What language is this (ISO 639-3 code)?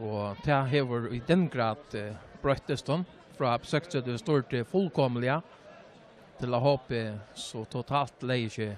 fao